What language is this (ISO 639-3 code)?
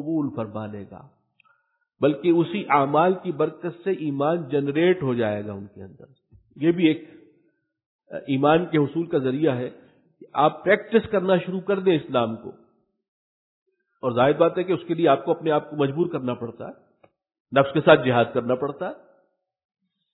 urd